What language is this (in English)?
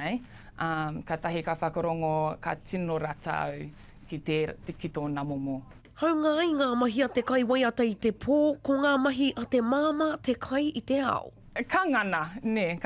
Māori